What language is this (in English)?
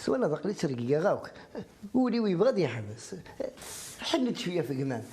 Kabyle